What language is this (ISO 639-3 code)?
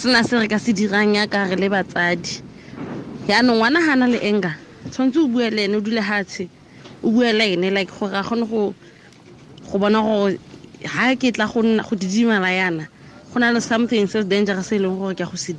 tsn